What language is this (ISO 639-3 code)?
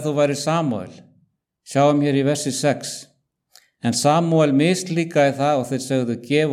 isl